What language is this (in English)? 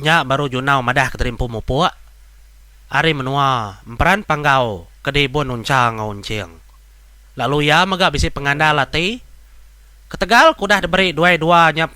Iban